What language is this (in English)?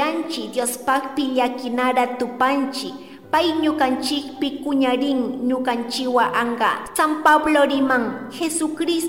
Chimborazo Highland Quichua